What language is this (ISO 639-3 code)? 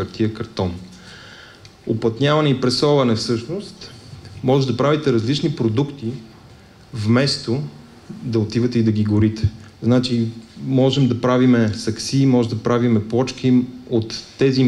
bul